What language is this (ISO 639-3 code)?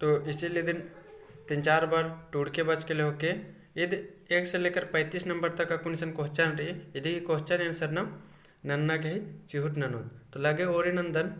kru